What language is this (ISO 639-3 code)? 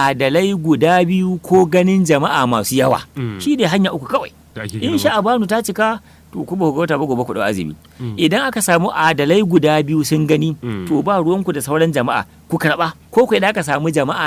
hau